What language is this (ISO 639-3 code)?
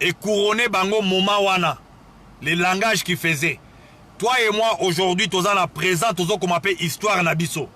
lin